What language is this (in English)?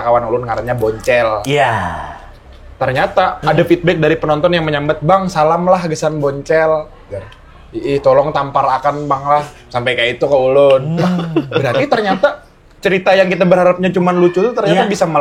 Banjar